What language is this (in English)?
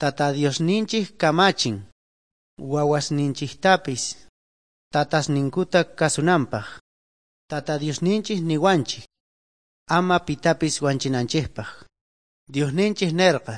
South Bolivian Quechua